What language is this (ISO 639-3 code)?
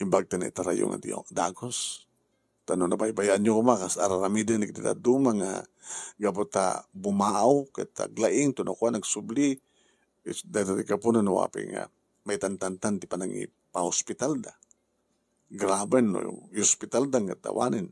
ilo